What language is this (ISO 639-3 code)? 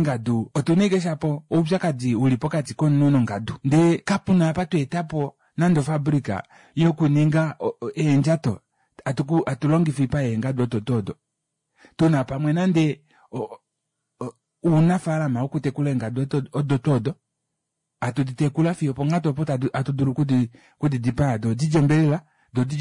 kua